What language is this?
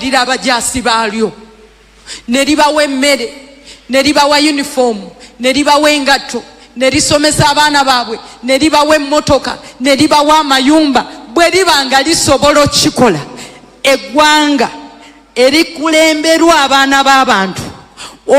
Ganda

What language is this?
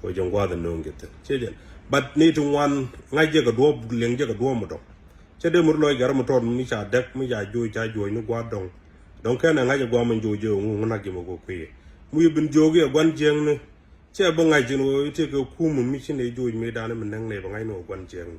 Nuer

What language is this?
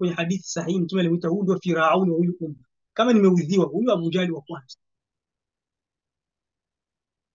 Swahili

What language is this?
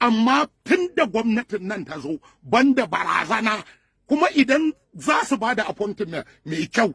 Hausa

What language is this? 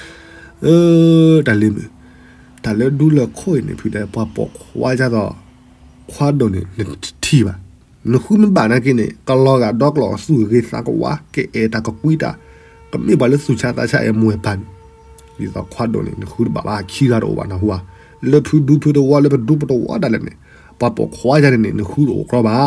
S'gaw Karen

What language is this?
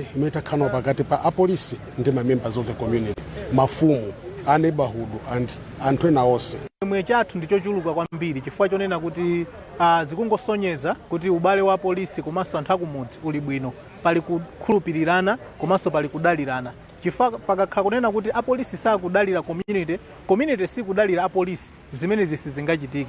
Nyanja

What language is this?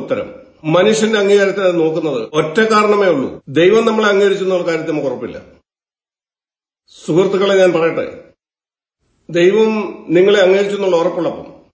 Malayalam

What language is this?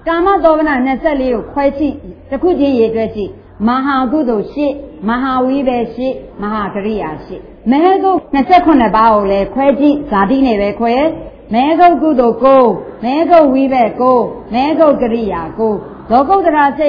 Burmese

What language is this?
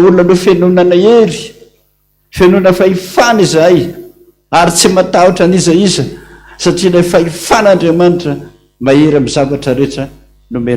Malagasy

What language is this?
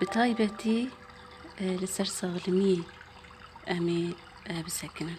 Kurdish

